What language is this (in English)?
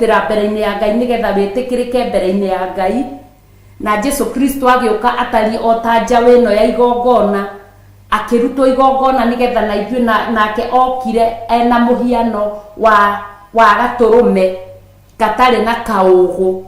Kikuyu